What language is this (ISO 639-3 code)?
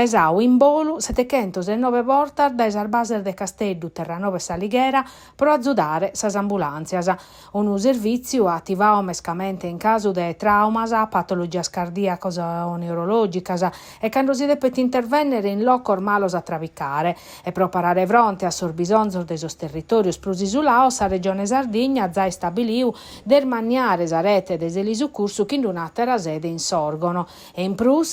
srd